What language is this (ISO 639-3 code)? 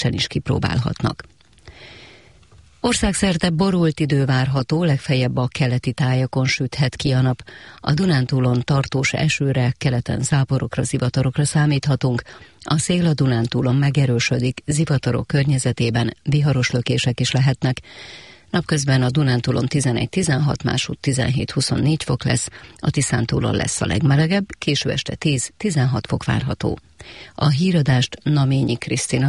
hun